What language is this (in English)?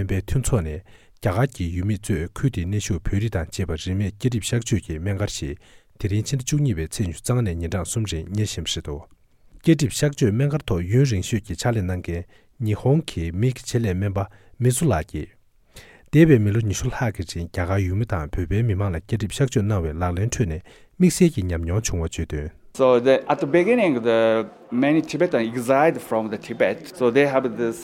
Tibetan